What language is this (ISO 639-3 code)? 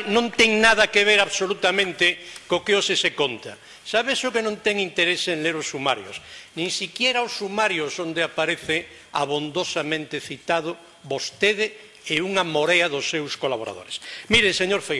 glg